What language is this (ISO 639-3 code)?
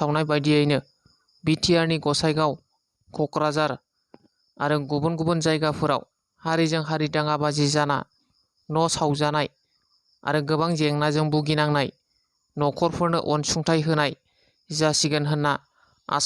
brx